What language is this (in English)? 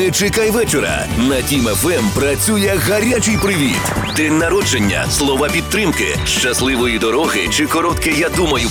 Ukrainian